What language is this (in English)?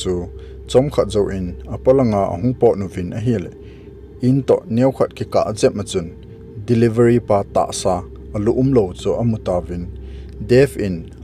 Thado Chin